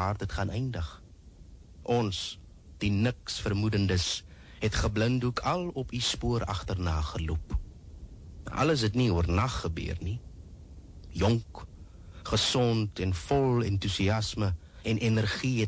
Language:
Afrikaans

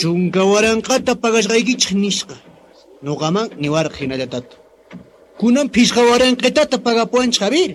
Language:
Quechua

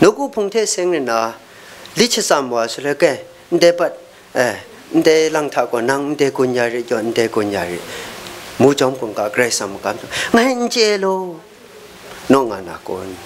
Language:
Kachin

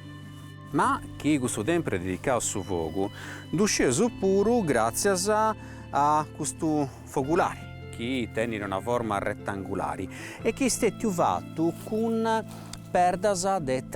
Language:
Sardinian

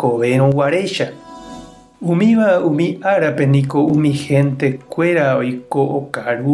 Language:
Guarani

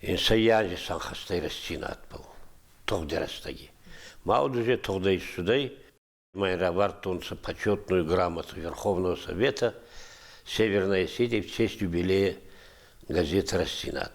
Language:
Ossetic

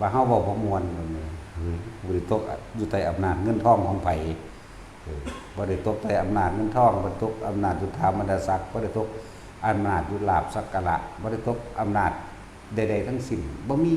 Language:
Northeastern Thai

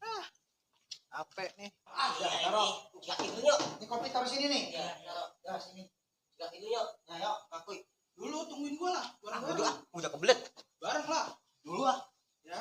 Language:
Betawi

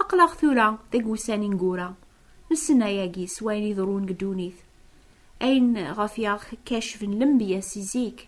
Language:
Kabyle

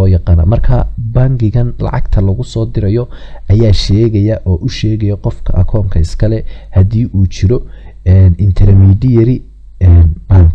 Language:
Somali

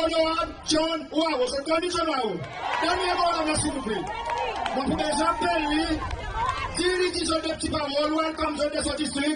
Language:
Seselwa Creole French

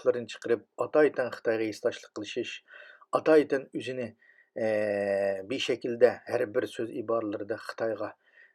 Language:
Uyghur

